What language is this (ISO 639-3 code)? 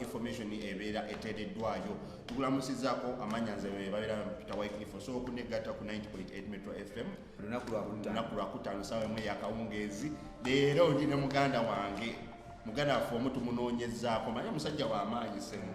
lug